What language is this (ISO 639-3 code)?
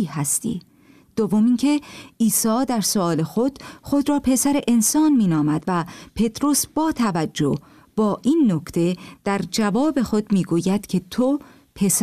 fas